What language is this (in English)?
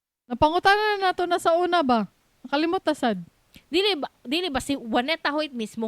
Cebuano